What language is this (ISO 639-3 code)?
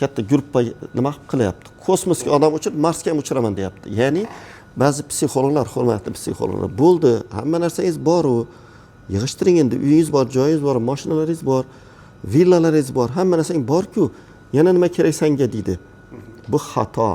uzb